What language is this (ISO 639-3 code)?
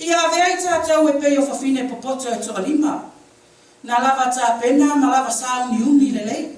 smo